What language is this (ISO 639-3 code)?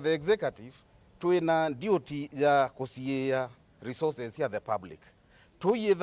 kam